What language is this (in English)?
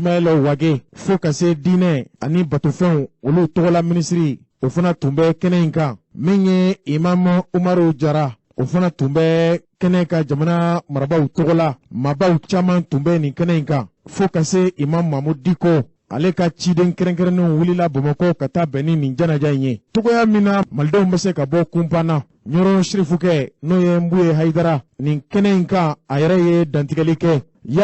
Bambara